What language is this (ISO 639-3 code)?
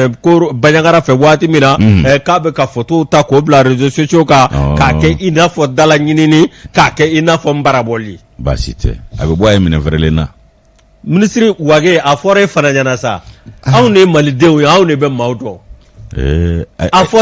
bam